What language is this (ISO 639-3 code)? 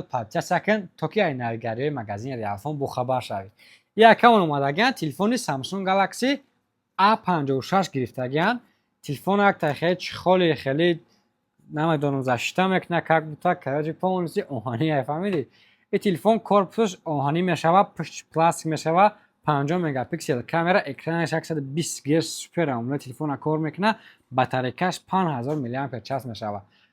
tgk